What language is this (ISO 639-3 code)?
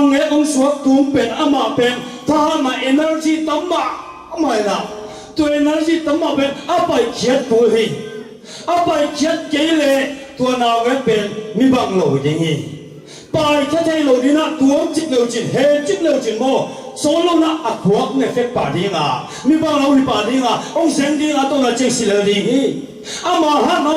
ctd